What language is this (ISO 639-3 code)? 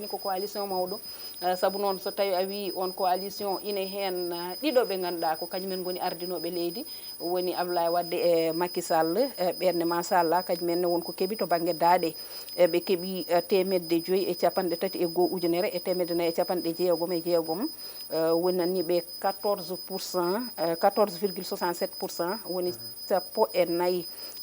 ful